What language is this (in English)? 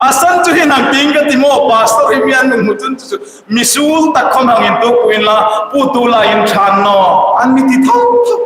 Hmar